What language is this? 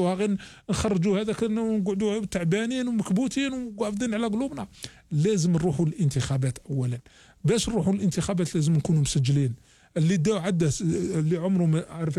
Algerian Arabic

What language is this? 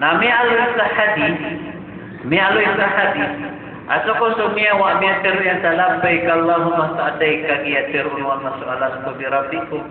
Maranao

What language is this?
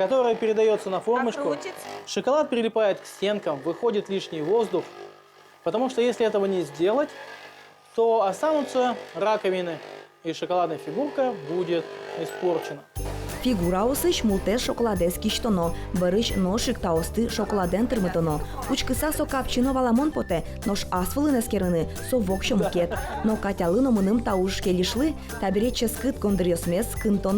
Udmurt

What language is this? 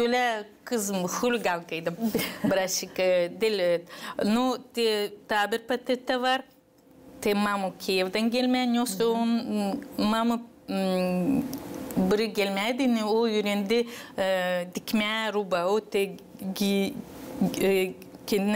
Gagauz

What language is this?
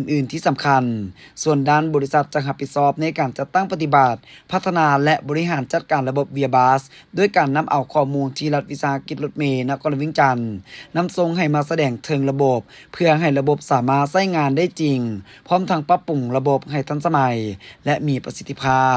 Lao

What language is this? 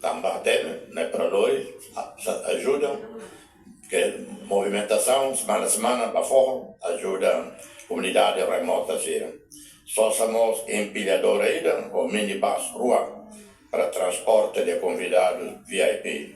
Tetum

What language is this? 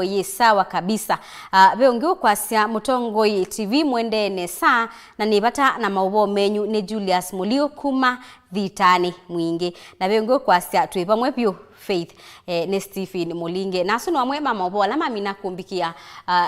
Kamba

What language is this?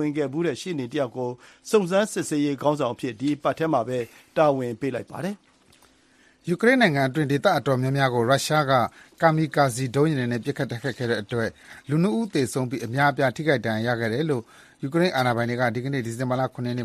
Burmese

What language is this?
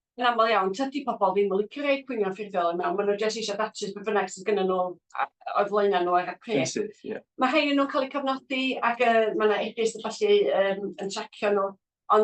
Welsh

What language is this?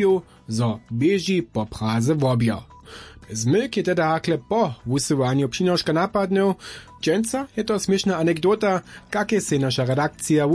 Upper Sorbian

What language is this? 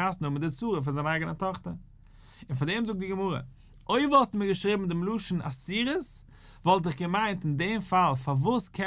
Yiddish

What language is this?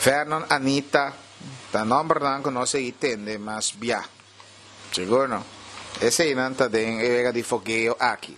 Papiamento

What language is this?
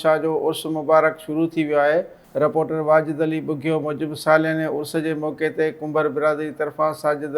Sindhi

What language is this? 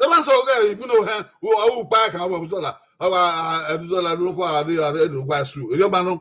Bini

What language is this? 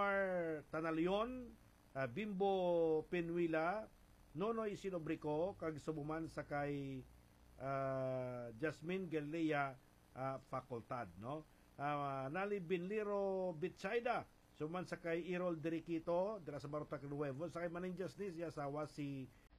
Hiligaynon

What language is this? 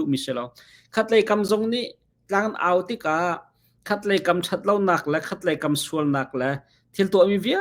Hakha Chin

